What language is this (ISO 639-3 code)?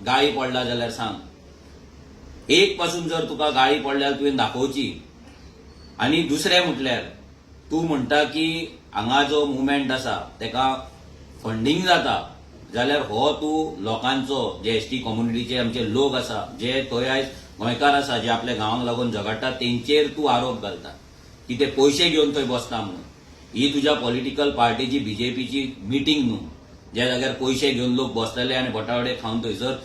kok